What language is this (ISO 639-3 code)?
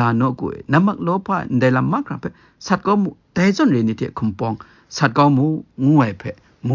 kac